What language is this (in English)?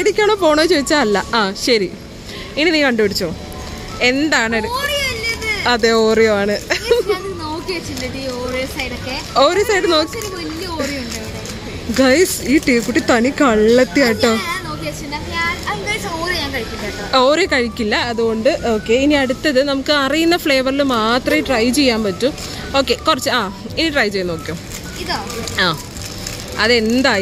Malayalam